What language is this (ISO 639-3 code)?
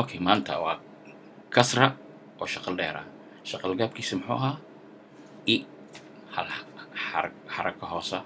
som